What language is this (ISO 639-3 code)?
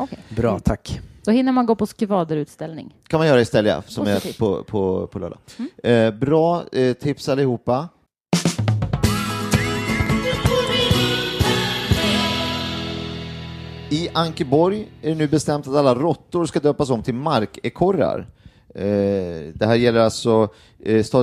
swe